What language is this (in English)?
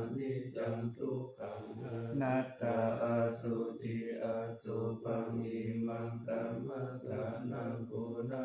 Pali